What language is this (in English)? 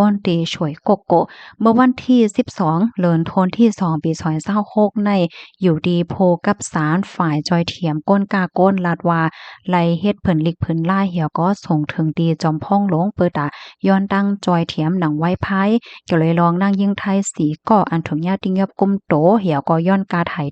Shan